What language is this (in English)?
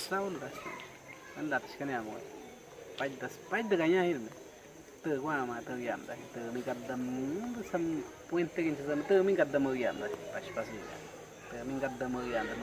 Awa-Cuaiquer